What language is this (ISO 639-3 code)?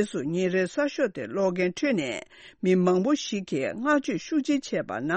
bod